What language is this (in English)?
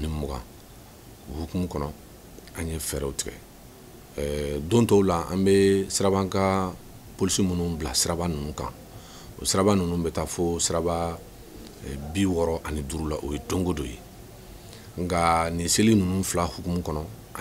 Bambara